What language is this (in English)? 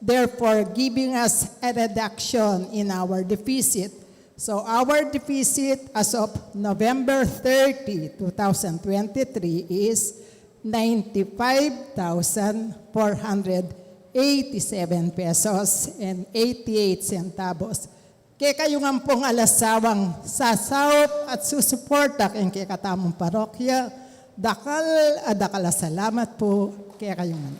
Pampanga